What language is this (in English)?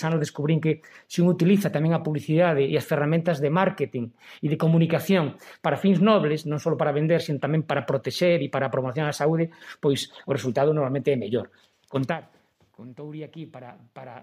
Galician